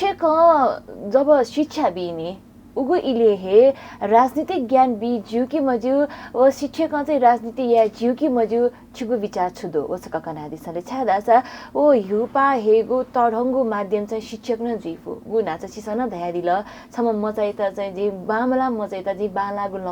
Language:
Newari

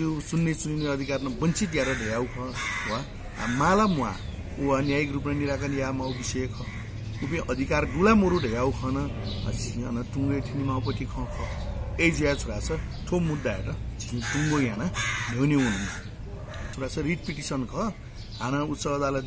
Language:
Newari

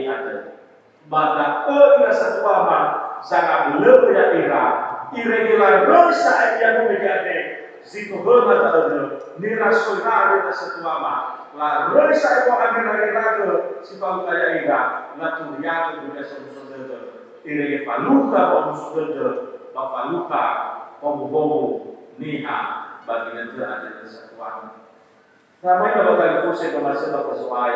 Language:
Nias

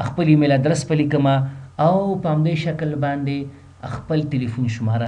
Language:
Pashto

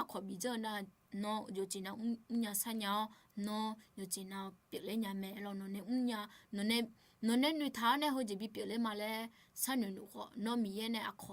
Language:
Akha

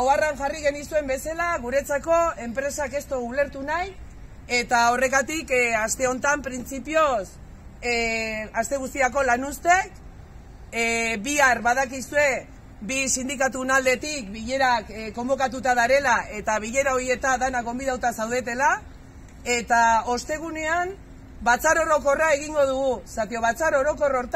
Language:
Basque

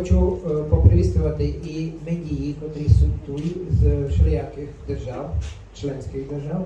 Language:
Rusyn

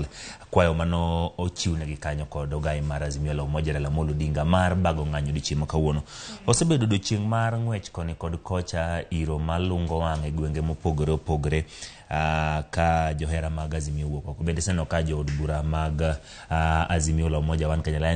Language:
Luo (Kenya and Tanzania)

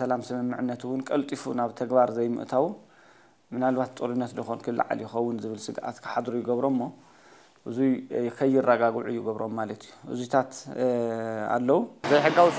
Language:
Tigrinya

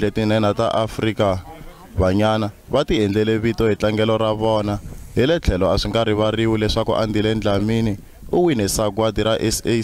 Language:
Tsonga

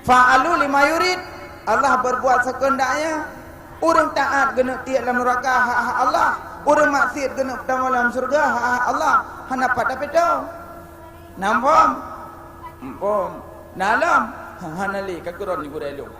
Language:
Achinese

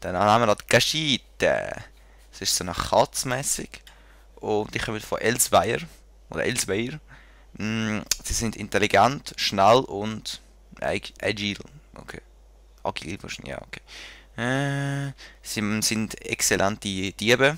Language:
Swiss German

